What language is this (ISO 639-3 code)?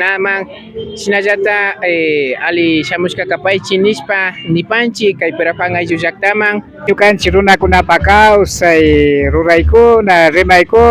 qvi